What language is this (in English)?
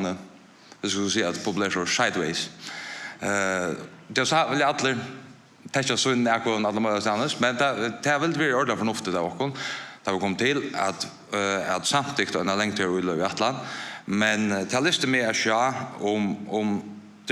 Faroese